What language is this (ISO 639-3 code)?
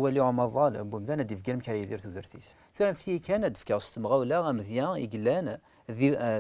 kab